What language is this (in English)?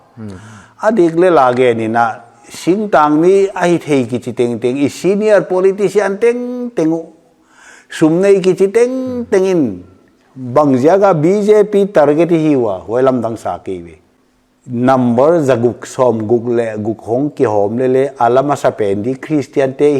Paite Chin